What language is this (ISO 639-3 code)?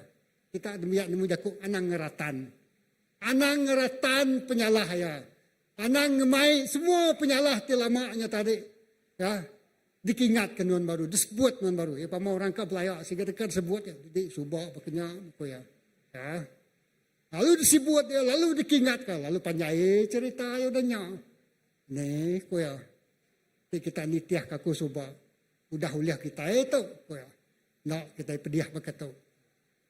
iba